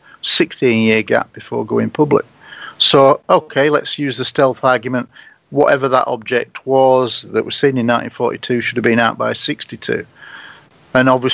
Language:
English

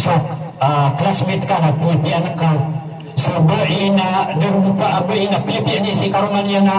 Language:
Maranao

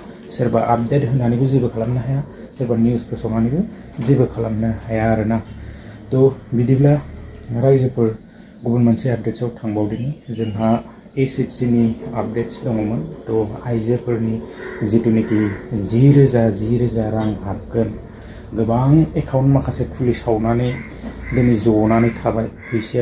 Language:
Bodo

